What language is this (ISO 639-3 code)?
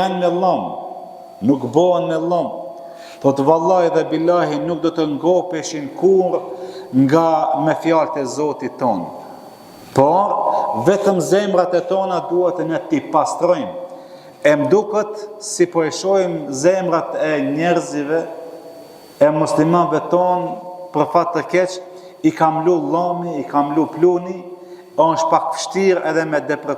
sqi